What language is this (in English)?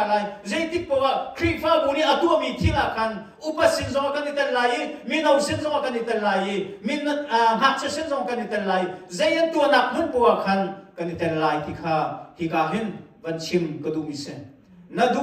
Hakha Chin